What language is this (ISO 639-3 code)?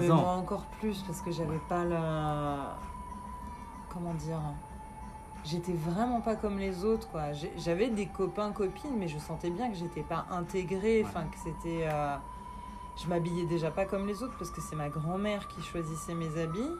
fra